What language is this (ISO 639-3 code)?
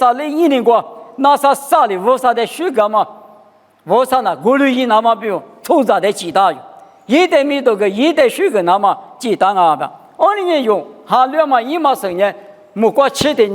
lis